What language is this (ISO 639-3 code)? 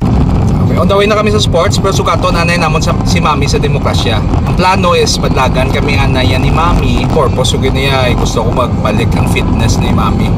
hil